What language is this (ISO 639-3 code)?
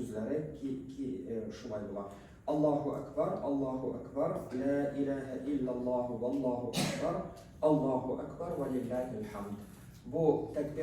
tat